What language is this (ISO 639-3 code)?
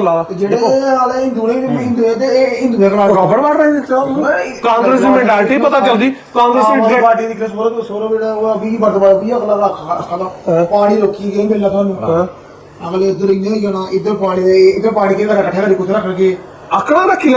doi